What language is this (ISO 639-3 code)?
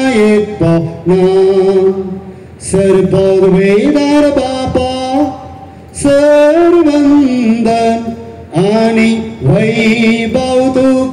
kok